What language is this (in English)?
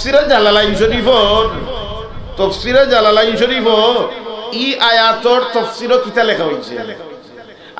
Sylheti